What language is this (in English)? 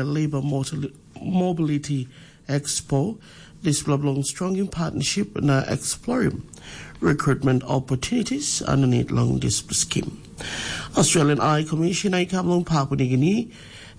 Tok Pisin